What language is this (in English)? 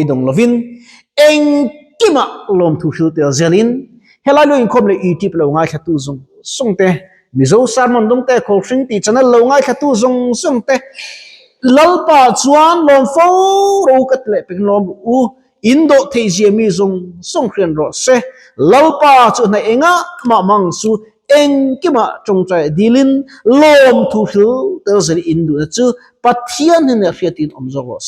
Mizo